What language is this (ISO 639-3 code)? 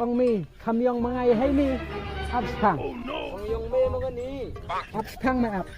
kha